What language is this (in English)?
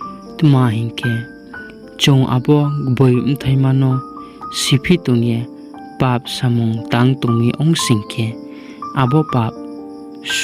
Riang (India)